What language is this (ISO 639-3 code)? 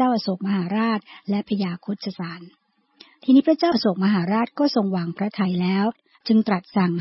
tha